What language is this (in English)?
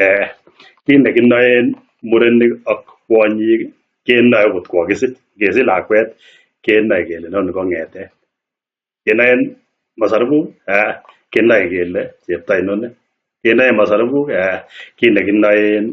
Kalenjin